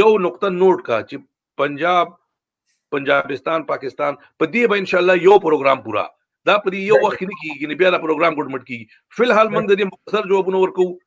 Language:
Pashto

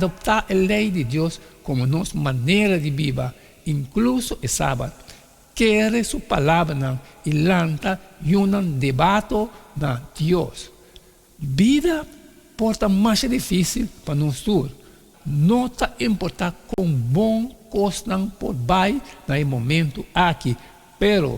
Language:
Papiamento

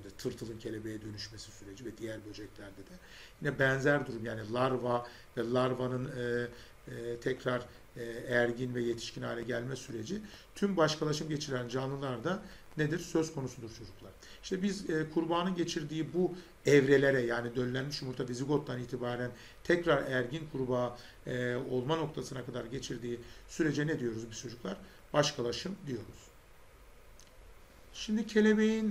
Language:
Turkish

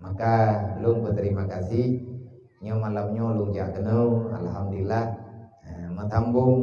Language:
Achinese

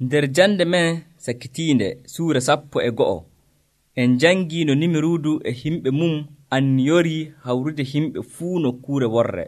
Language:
Nigerian Fulfulde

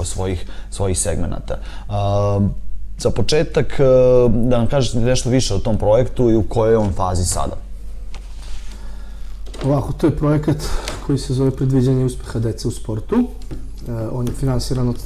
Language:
Serbian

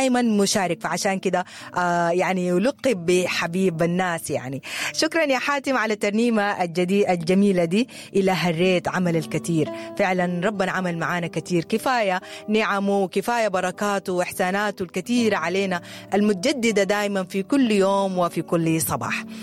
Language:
Sudanese Arabic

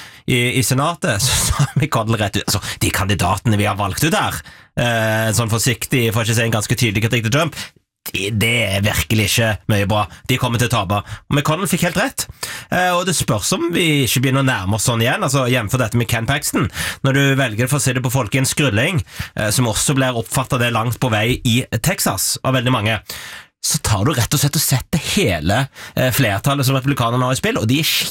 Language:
Norwegian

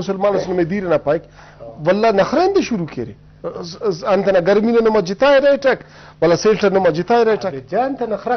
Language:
Brahui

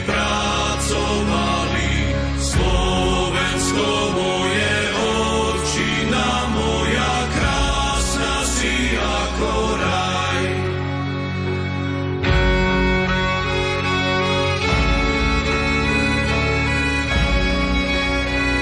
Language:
Slovak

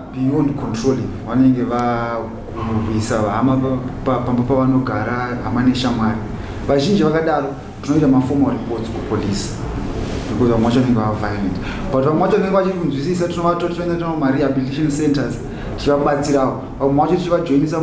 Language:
Shona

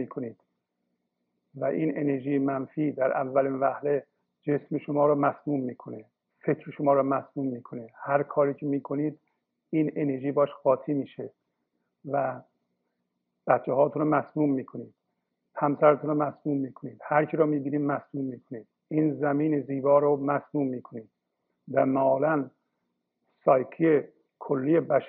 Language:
Persian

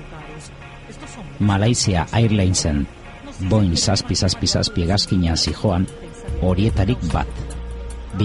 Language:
Basque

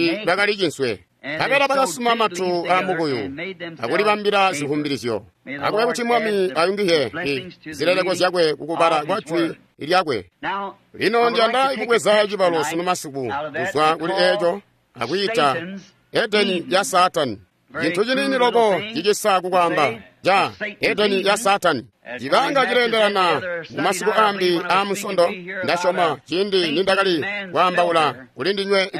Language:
Tonga (Zambia)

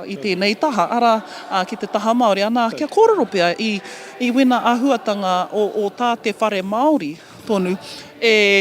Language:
Māori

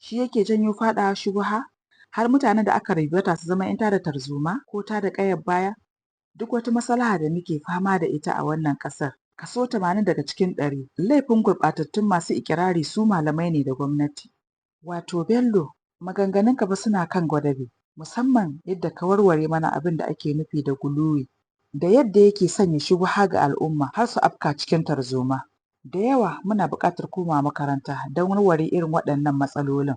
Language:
Hausa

